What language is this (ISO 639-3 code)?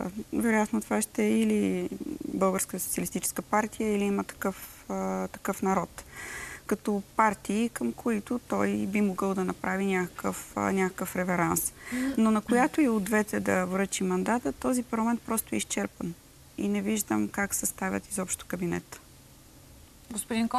bul